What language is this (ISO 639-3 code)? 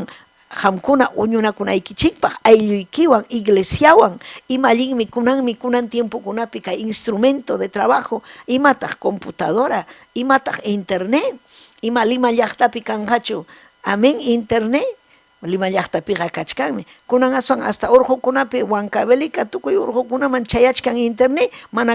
quy